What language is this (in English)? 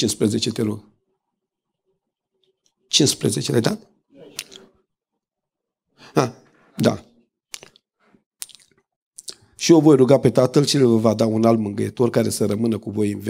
Romanian